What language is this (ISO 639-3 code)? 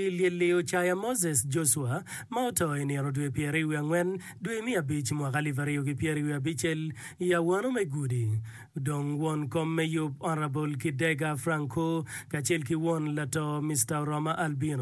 ach